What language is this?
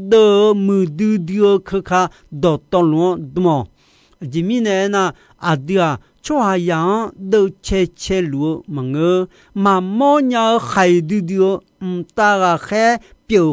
Akha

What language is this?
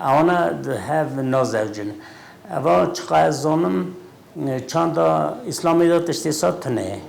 Kurdish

